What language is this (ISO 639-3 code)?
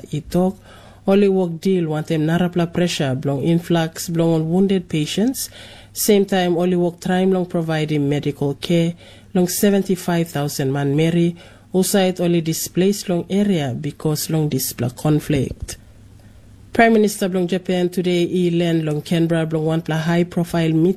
tpi